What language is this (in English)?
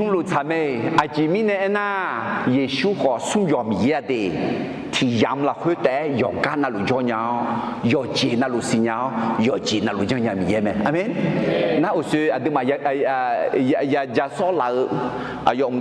Akha